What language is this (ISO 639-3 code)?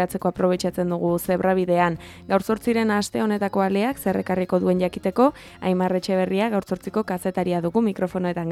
eus